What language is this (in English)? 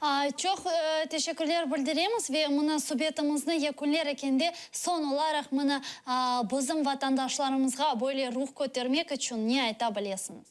Crimean Tatar